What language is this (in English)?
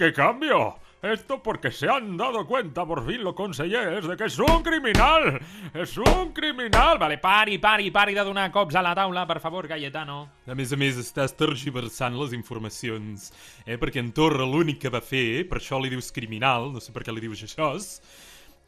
Catalan